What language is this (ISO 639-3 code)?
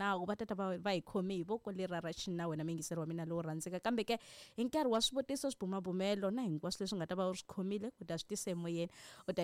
tso